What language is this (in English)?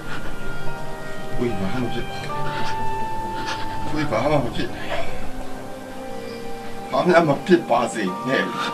Burmese